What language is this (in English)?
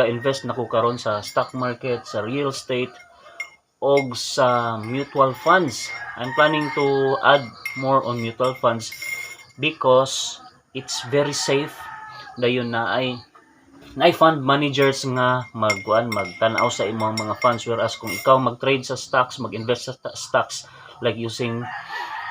Cebuano